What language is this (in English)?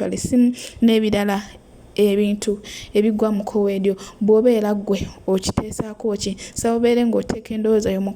Ganda